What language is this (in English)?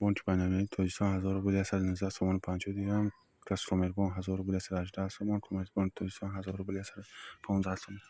Tajik